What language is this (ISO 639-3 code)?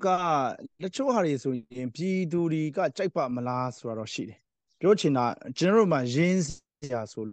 mya